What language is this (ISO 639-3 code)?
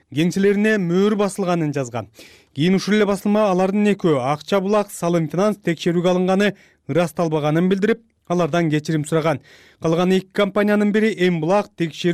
kir